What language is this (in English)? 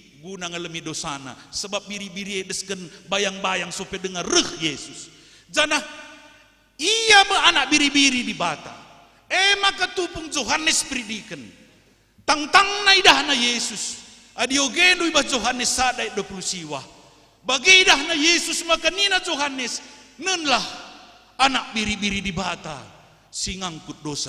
Batak Karo